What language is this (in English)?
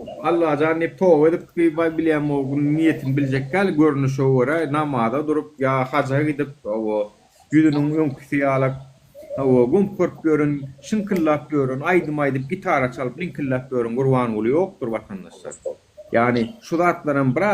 Turkmen